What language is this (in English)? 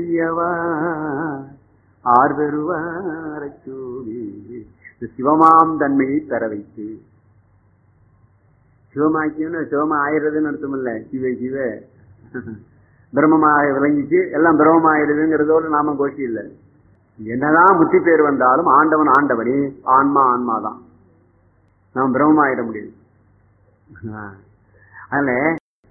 Tamil